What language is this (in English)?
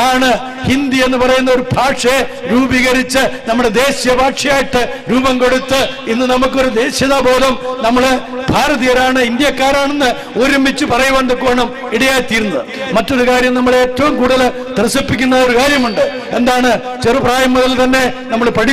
Malayalam